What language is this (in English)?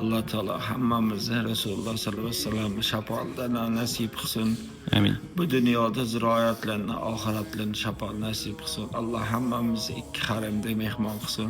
Uzbek